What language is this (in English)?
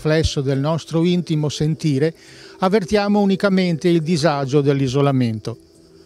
Italian